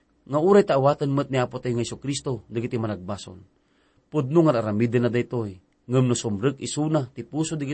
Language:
Iloko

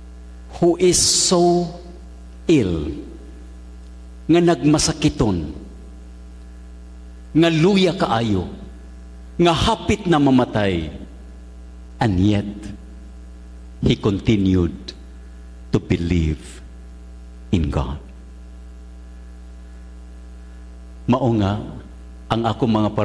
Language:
Cebuano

